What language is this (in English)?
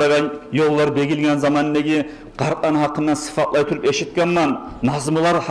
Kumyk